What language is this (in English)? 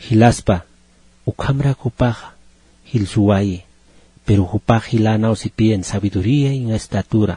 Aymara